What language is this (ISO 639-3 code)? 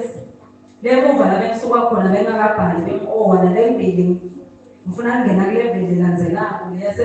ssw